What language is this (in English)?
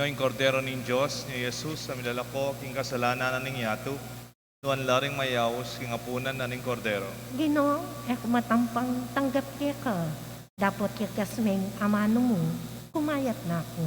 Pampanga